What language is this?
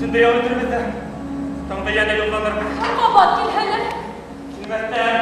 Bashkir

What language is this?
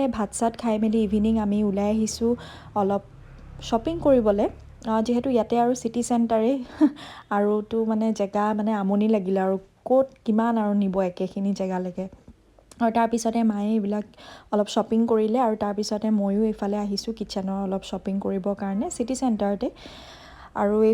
Assamese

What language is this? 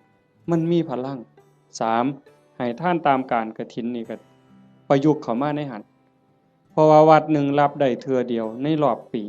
Northeastern Thai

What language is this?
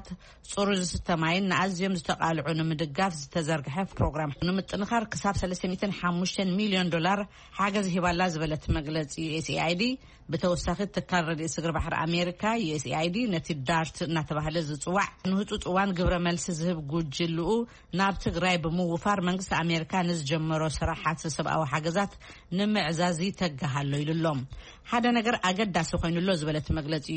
Tigrinya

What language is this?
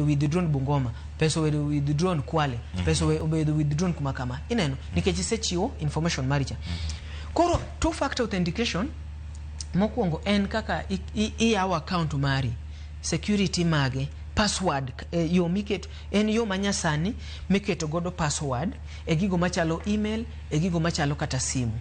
Luo (Kenya and Tanzania)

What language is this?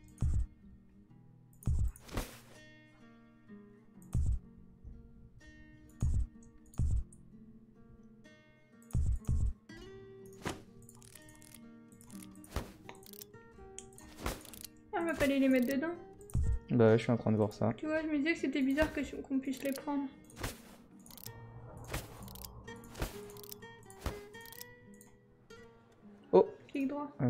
French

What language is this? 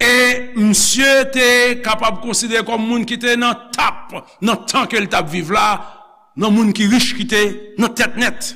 Haitian Creole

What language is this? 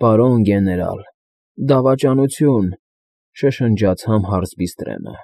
Armenian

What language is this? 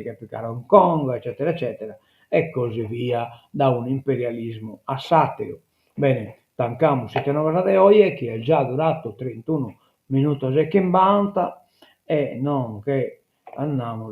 Sardinian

